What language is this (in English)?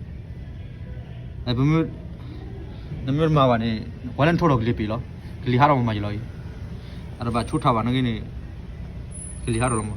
S'gaw Karen